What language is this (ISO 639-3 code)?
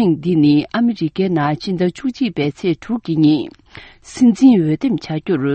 bod